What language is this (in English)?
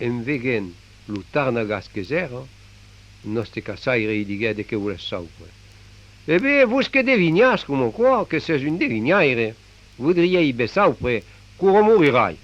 Occitan